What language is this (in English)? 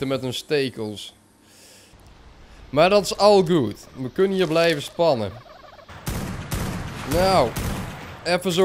Dutch